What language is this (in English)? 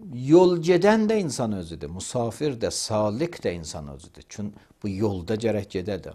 Azerbaijani